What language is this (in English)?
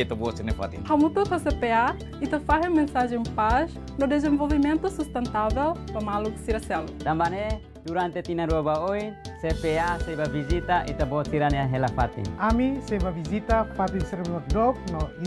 Tetum